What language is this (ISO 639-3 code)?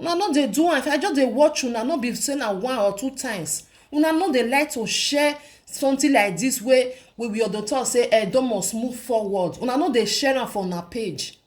pcm